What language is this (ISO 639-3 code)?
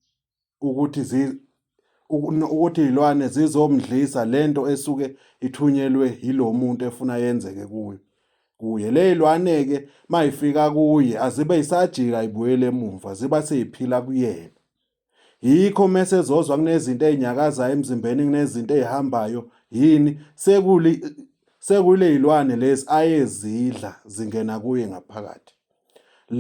zul